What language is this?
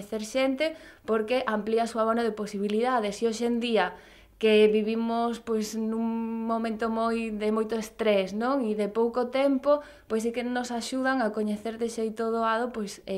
Galician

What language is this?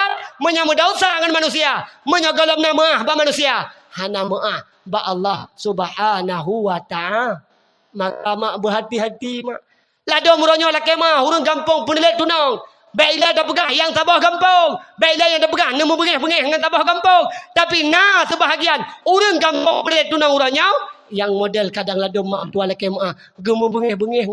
Achinese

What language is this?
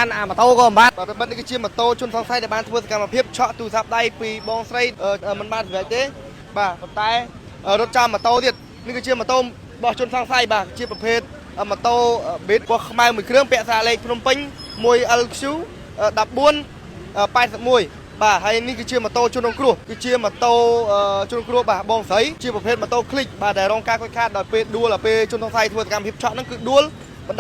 Khmer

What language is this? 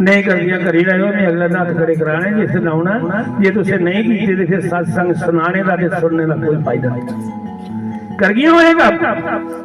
Dogri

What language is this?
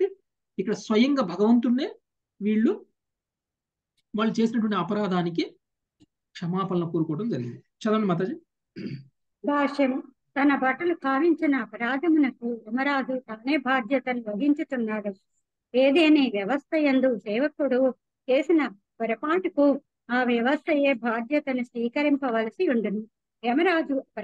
Telugu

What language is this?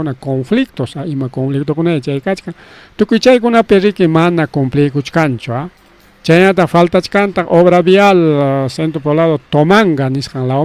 Ayacucho Quechua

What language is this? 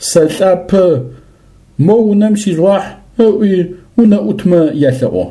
Adyghe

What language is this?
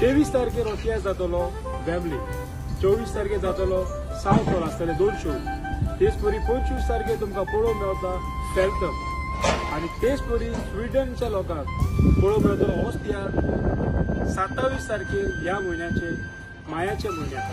Konkani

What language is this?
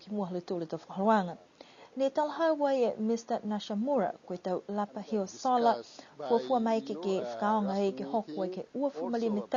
Niuean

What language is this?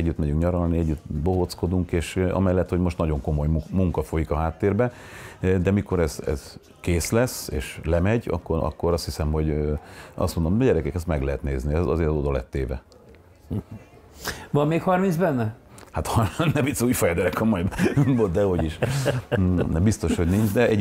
Hungarian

